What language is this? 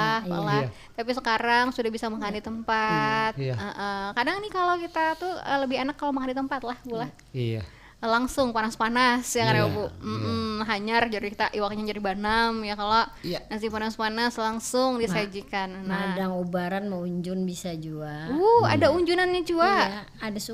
Banjar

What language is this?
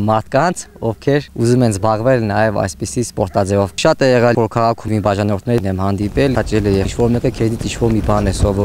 Armenian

